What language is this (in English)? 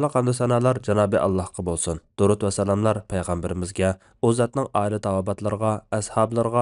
Uyghur